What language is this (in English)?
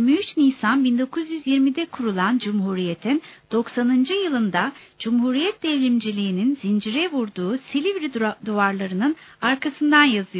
Turkish